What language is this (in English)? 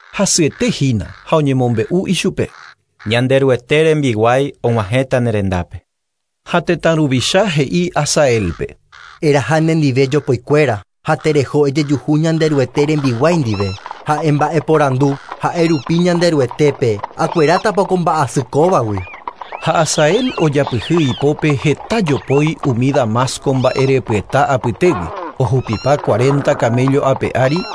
Guarani